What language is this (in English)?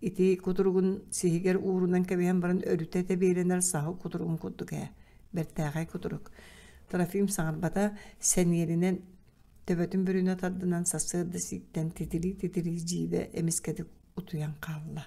Yakut